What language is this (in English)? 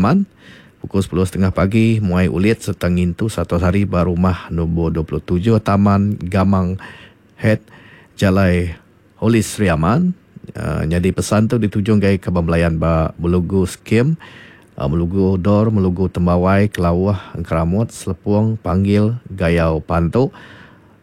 Iban